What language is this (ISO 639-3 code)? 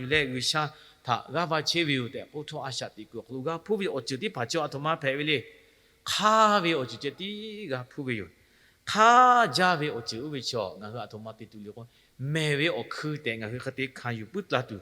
lhu